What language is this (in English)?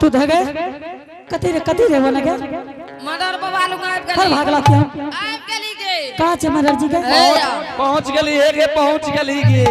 Angika